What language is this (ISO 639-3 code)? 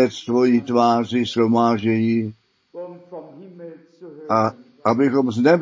ces